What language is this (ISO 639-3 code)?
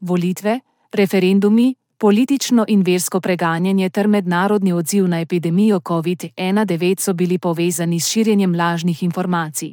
slv